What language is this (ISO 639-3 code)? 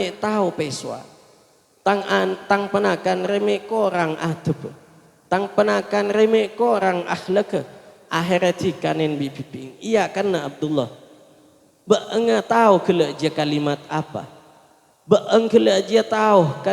mad